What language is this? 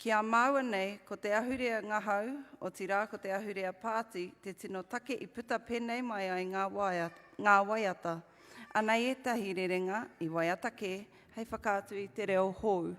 Māori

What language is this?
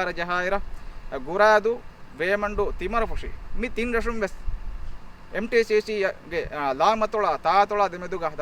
Divehi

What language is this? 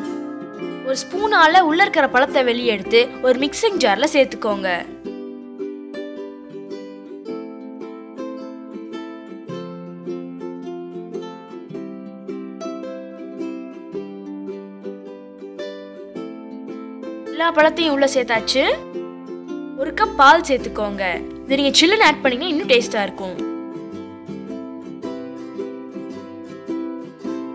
Tamil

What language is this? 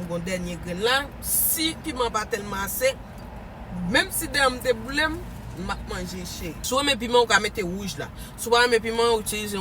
Haitian Creole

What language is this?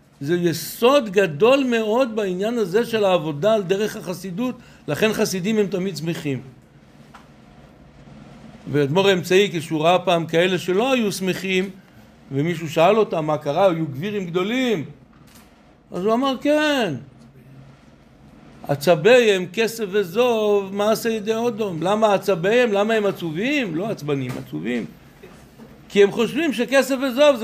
Hebrew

